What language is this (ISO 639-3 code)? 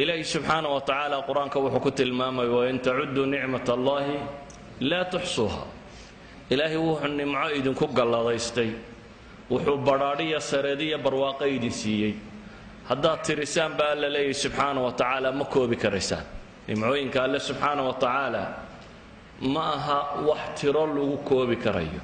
som